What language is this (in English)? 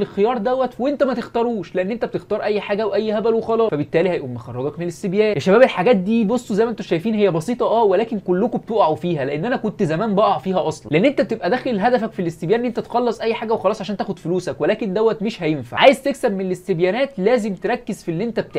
Egyptian Arabic